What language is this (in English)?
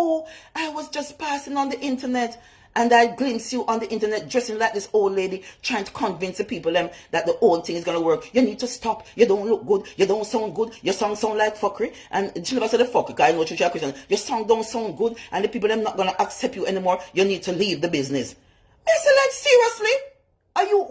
Jamaican Creole English